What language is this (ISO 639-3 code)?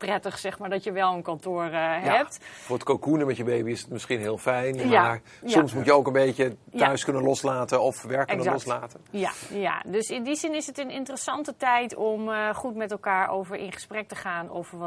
nld